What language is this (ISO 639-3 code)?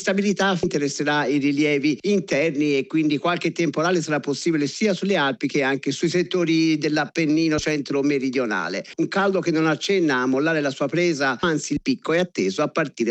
ita